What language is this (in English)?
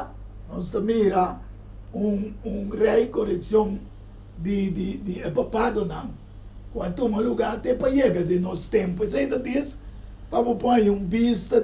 Papiamento